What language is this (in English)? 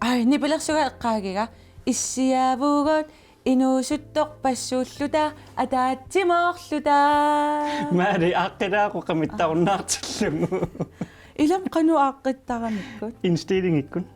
Kalaallisut